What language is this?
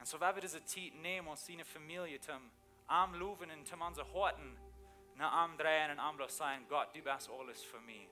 Plautdietsch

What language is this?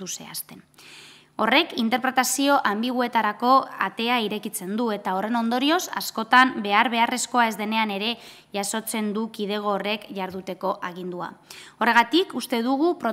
Basque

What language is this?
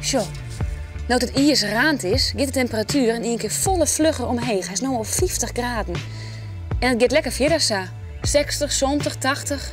Western Frisian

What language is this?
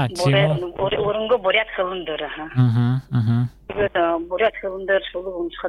Buriat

